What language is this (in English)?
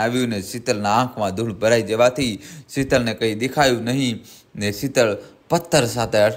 Gujarati